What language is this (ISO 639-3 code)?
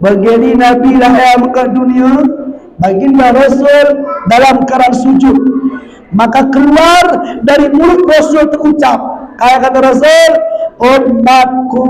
btz